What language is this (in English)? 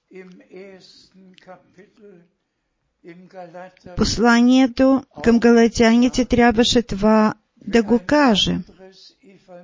Bulgarian